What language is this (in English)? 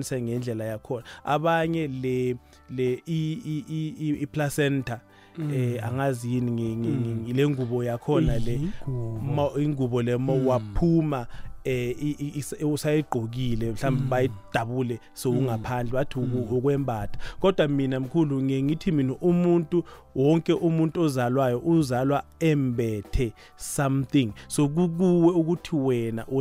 South Ndebele